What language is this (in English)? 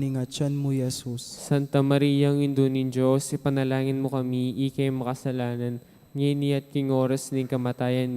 Pampanga